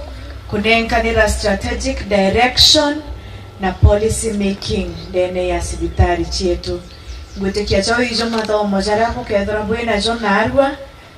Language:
Meru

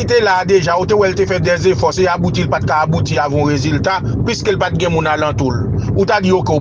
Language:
Haitian Creole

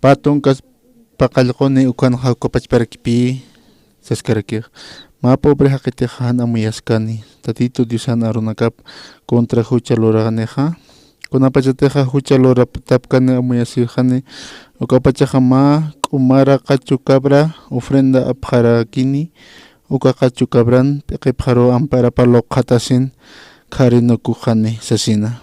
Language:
Aymara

